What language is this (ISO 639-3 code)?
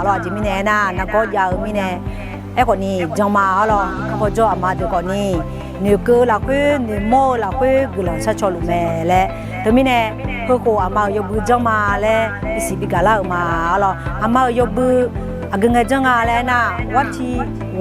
ahk